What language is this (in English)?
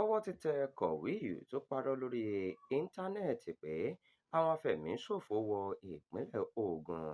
Yoruba